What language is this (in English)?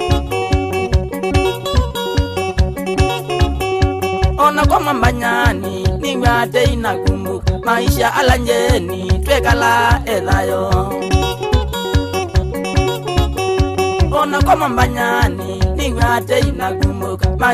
Swahili